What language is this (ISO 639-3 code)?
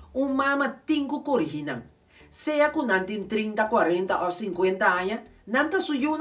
pap